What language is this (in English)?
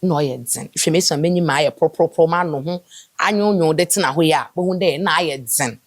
Akan